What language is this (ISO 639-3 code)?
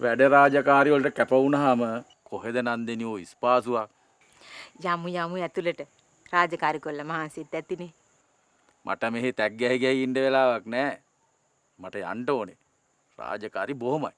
sin